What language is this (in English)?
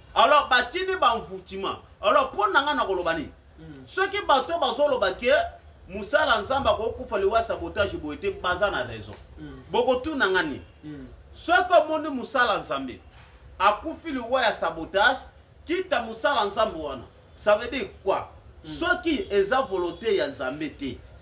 Lingala